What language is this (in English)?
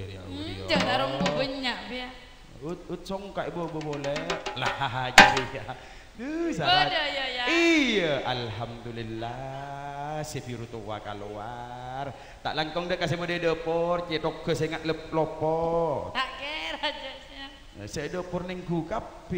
Madurese